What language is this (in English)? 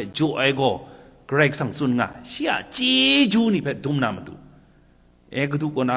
Kachin